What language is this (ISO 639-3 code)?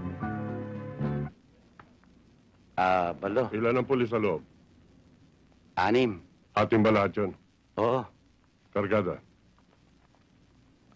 fil